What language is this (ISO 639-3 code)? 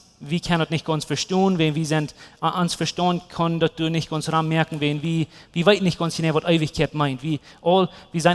pdt